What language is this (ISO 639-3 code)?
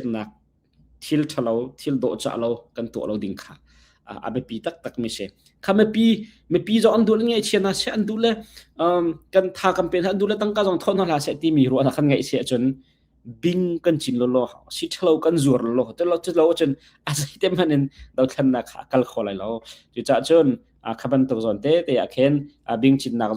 cnh